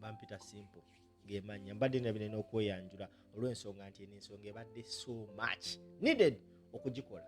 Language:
Ganda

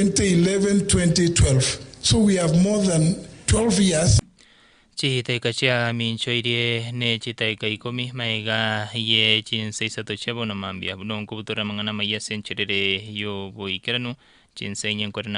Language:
Gusii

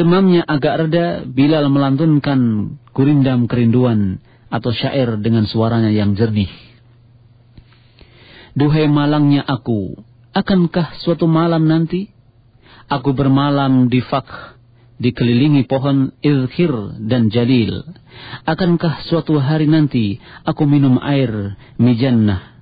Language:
Indonesian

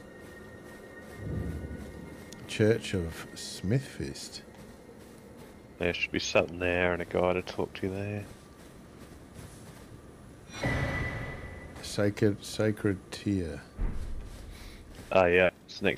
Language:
English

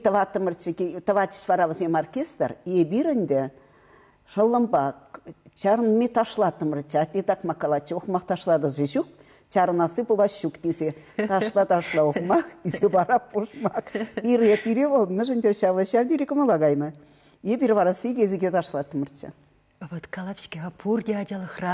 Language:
Chuvash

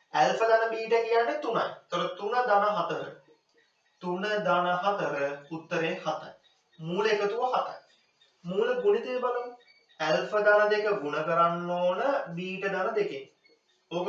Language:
Sinhala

